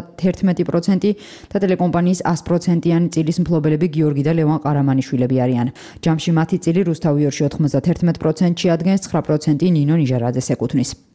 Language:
Georgian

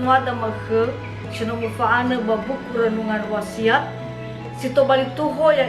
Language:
Nias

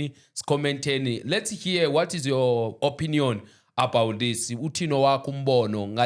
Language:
Zulu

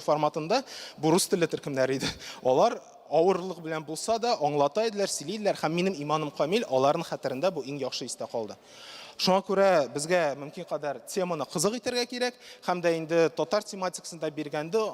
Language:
Tatar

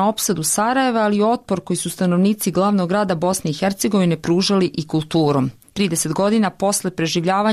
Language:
Serbian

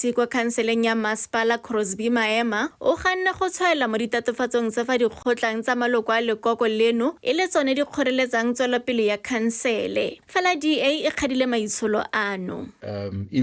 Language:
Tswana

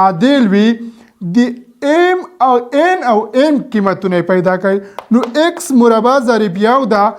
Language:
Pashto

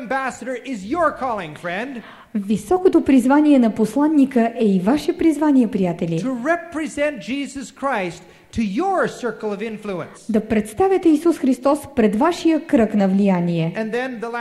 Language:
Bulgarian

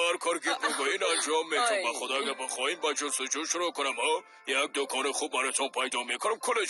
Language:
Persian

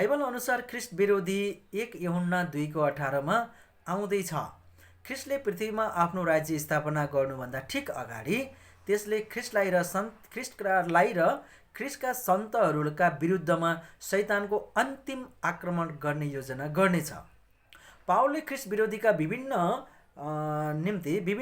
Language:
Nepali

